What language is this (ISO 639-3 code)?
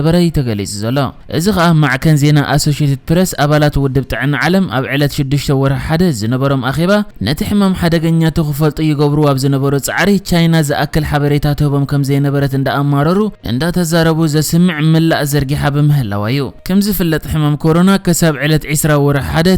tir